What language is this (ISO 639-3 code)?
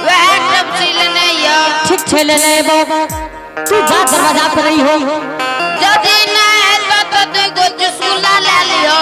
anp